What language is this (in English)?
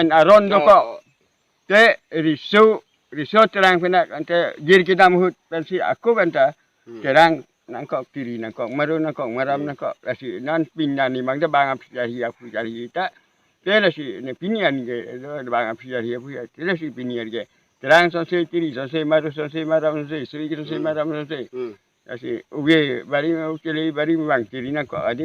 Karbi